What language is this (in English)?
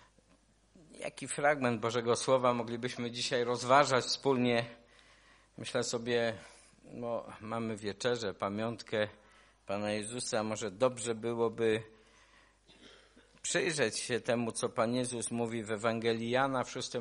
Polish